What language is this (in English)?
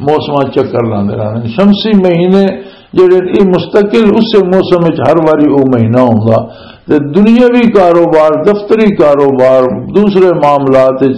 Western Panjabi